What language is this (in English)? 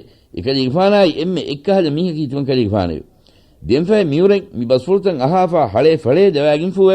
Divehi